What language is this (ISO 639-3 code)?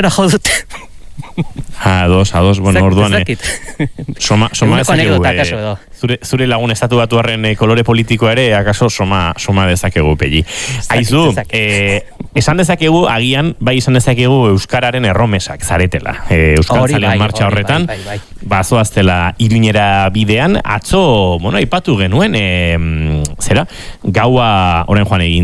eus